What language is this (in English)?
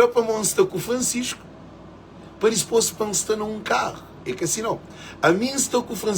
Kabuverdianu